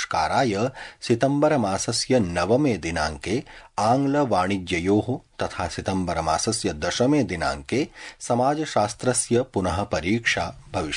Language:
Sanskrit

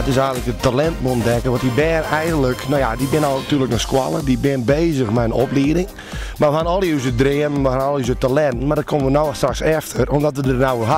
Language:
Western Frisian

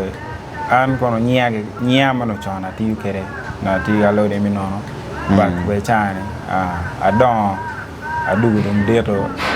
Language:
Acoli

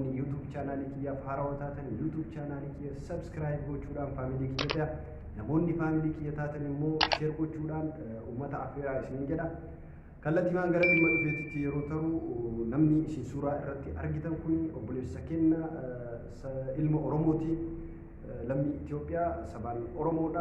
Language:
Oromo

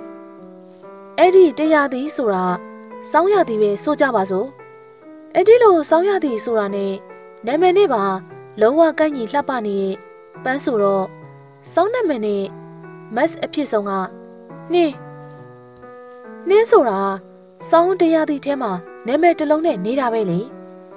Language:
Burmese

